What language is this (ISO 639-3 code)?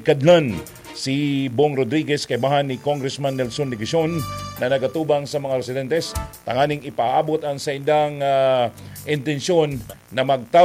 bik